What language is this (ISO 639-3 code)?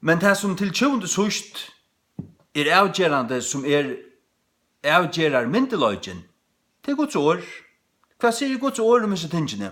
fao